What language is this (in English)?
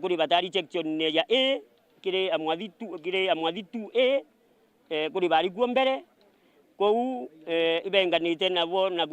Meru